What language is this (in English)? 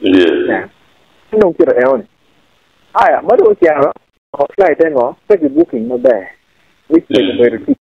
Acoli